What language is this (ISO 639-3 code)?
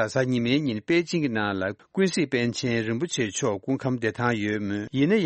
bod